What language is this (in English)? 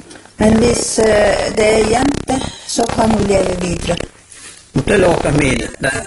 Norwegian